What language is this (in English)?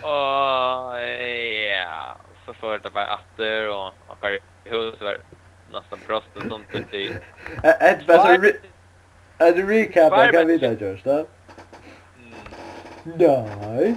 Faroese